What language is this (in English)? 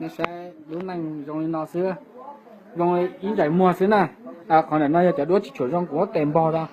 Hmong